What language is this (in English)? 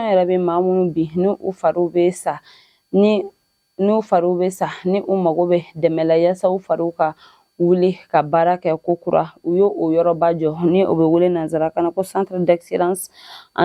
Bambara